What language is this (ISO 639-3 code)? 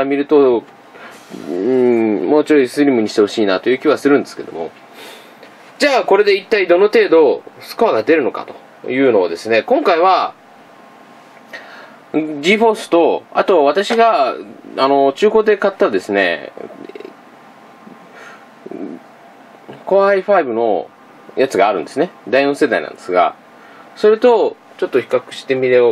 jpn